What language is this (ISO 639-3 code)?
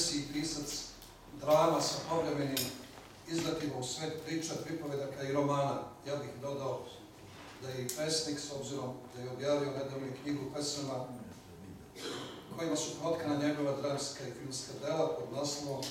srp